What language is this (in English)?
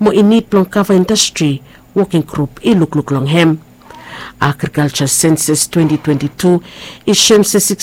Bislama